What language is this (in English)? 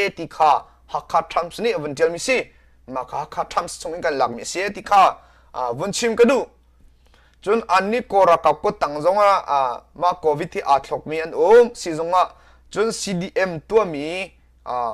Hakha Chin